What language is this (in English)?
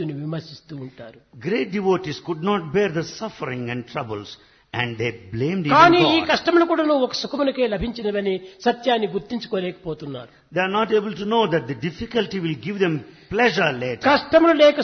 Telugu